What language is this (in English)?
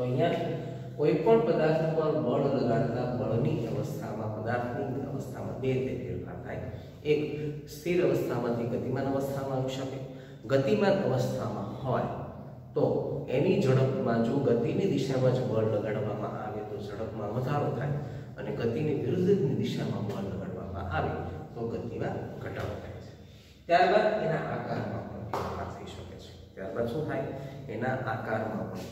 Gujarati